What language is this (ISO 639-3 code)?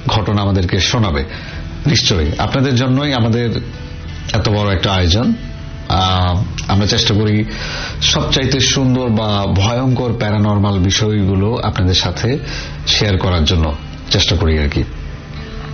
ben